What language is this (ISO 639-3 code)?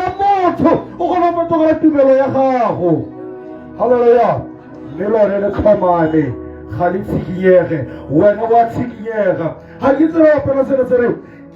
tsn